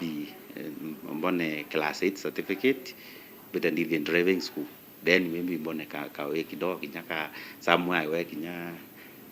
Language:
Meru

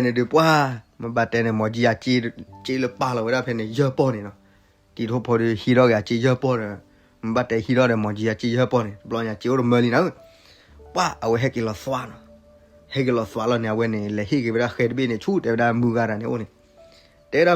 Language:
S'gaw Karen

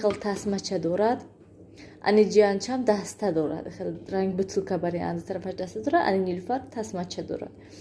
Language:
Tajik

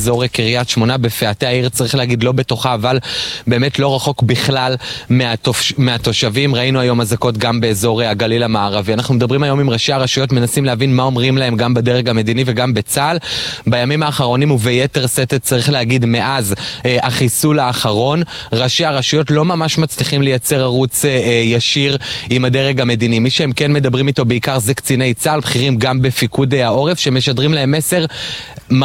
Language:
Hebrew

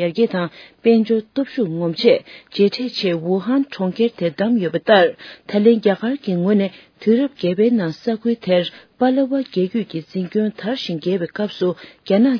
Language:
Tibetan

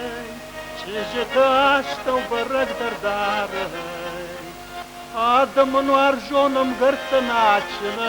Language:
Ossetic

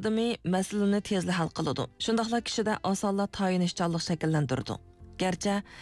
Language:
Uyghur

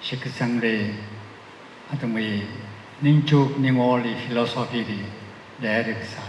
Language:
Tangkhul Naga (India)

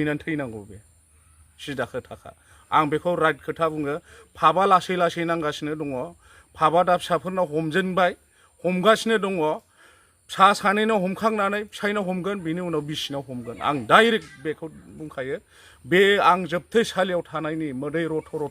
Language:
Bodo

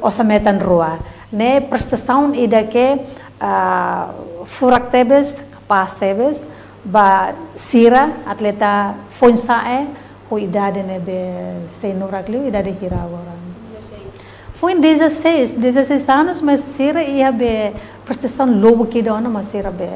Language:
Tetum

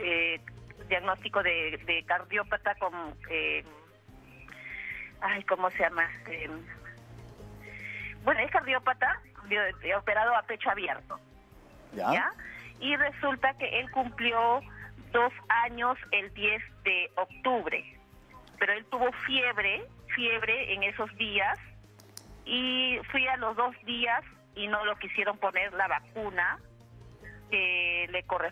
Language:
Spanish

